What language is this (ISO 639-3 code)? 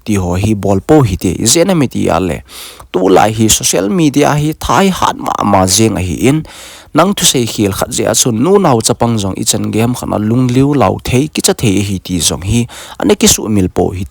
tcz